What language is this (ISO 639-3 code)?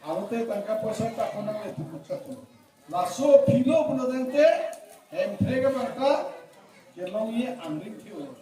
mjw